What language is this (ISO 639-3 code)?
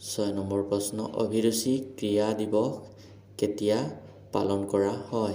asm